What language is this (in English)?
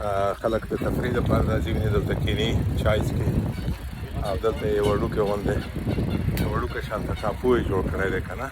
Pashto